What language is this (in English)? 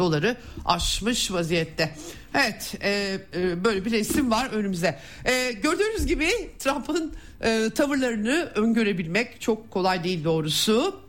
Turkish